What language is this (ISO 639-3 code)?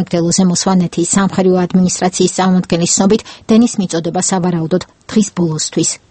kat